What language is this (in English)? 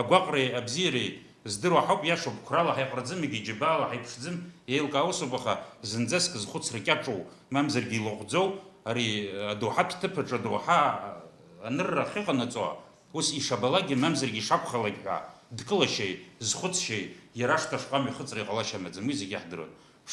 Abkhazian